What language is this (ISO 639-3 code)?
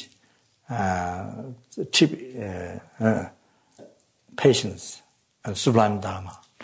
eng